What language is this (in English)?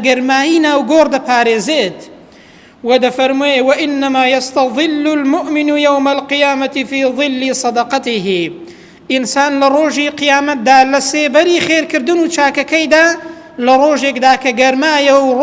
Central Kurdish